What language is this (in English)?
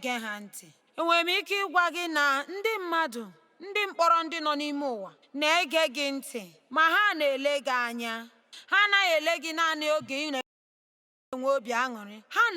Igbo